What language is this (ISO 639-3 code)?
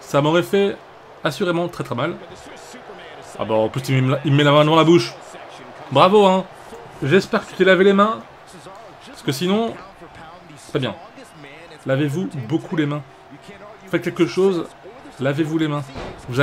fra